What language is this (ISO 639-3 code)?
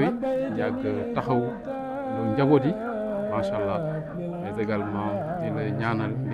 wol